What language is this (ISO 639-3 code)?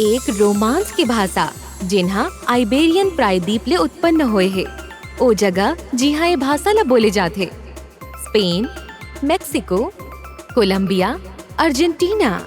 hne